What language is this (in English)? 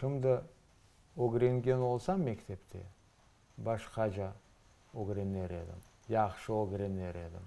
Crimean Tatar